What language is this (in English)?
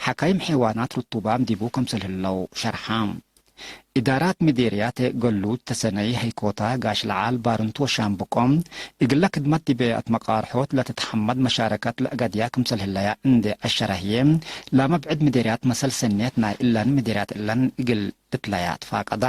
Tigre